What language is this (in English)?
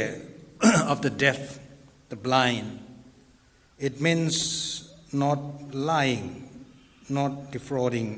Tangkhul Naga (India)